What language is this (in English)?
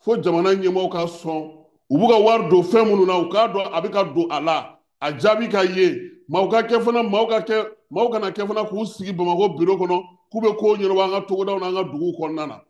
Bambara